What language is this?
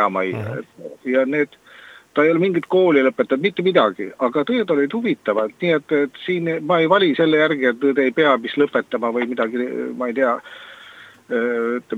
Estonian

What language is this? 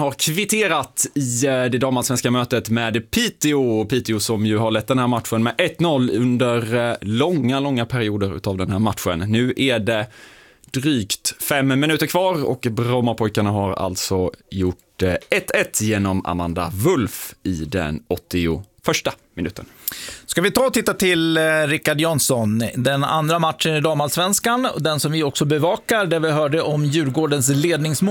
Swedish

